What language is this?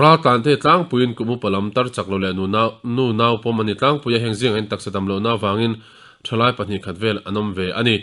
Mizo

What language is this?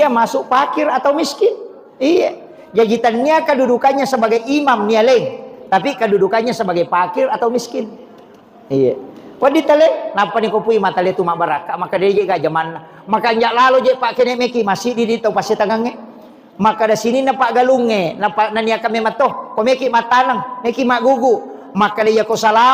Buginese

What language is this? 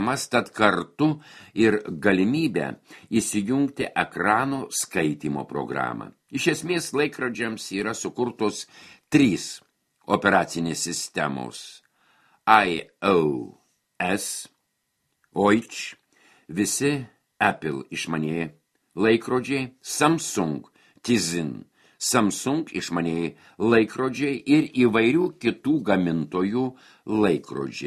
Lithuanian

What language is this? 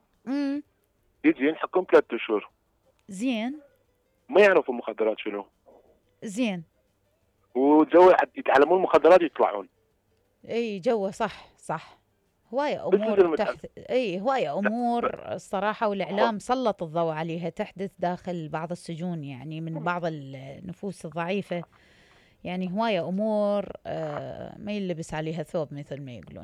Mesopotamian Arabic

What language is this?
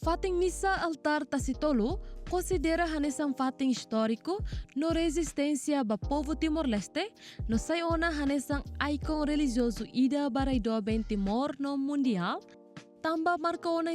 Tetum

